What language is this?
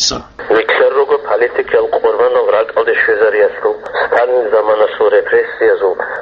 Avaric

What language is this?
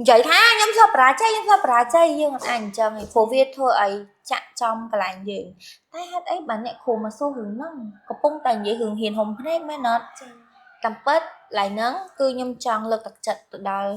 Khmer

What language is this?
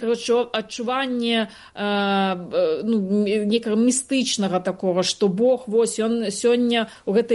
Belarusian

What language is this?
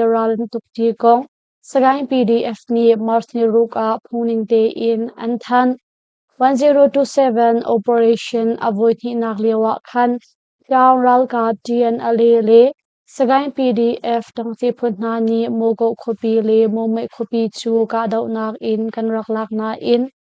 Hakha Chin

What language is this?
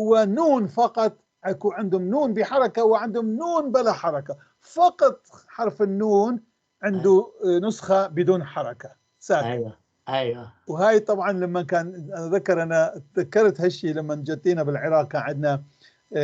North Levantine Arabic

